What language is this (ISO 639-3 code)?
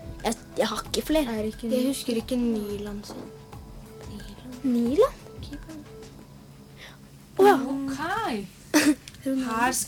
nor